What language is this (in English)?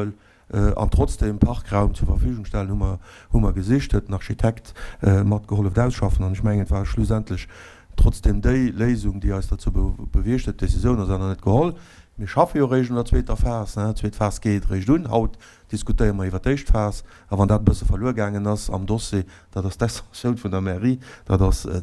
Luxembourgish